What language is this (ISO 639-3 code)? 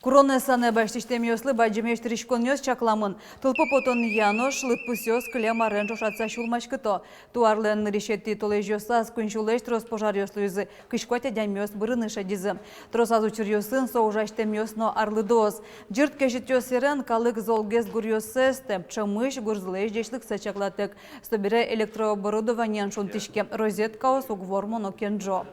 udm